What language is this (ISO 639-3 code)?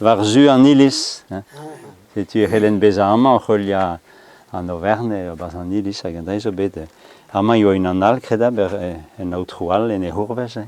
bre